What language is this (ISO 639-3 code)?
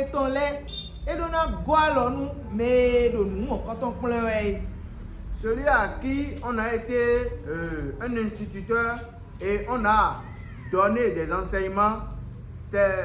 fon